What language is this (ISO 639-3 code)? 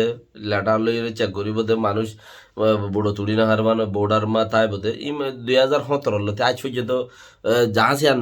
rhg